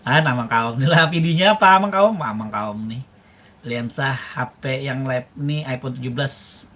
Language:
Banjar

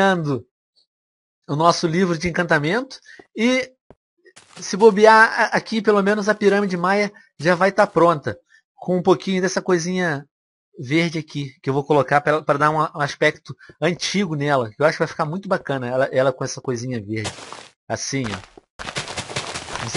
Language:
Portuguese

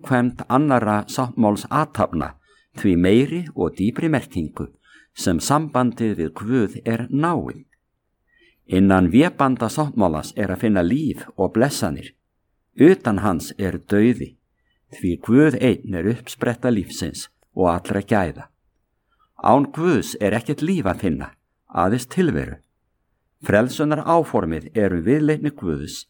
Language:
Icelandic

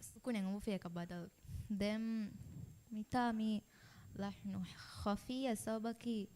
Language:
Divehi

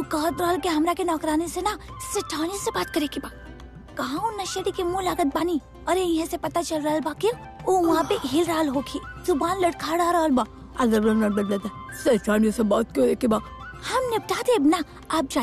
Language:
Bhojpuri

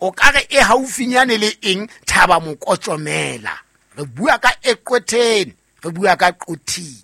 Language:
Southern Sotho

